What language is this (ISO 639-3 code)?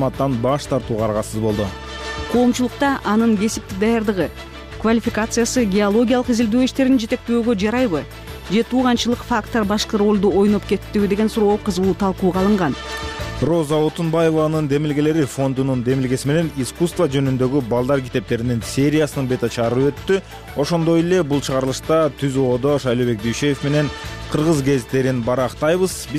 kir